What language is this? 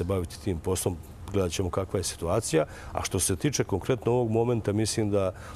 Serbian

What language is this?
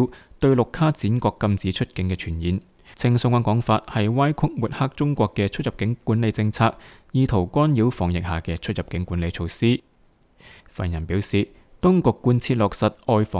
Cantonese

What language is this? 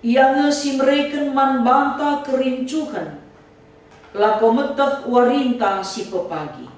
Batak Karo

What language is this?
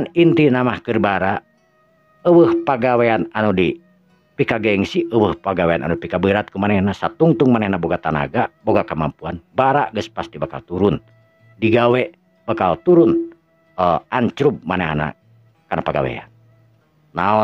Sundanese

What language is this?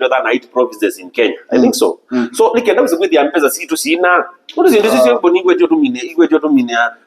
Kamba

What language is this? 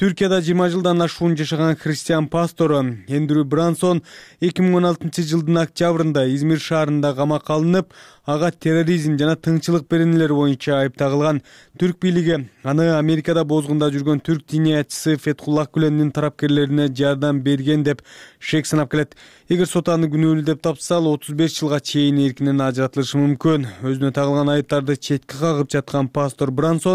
Kyrgyz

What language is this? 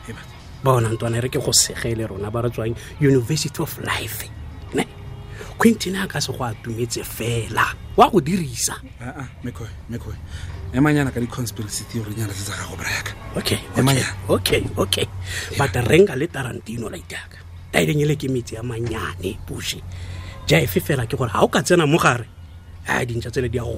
Tswana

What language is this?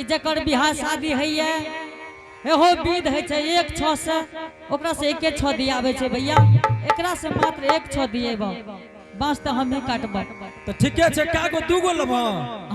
Angika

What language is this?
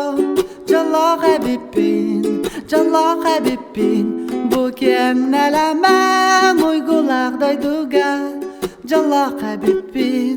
Yakut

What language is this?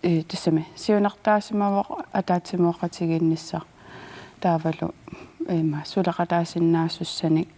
Kalaallisut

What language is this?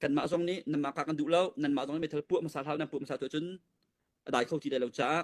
Hakha Chin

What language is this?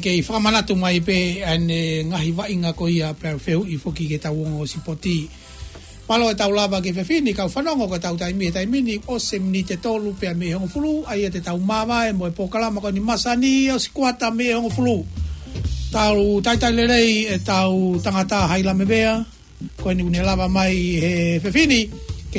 Tongan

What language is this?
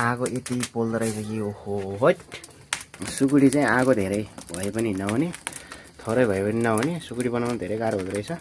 Nepali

